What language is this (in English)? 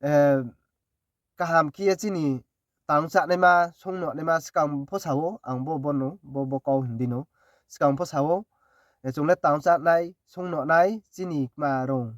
Riang (India)